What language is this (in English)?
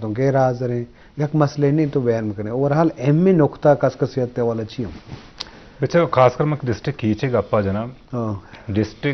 Baluchi